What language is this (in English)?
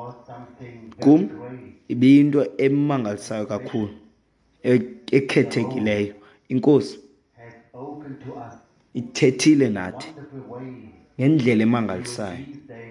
Xhosa